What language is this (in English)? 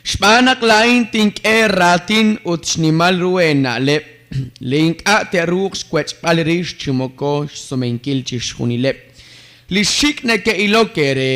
Kekchí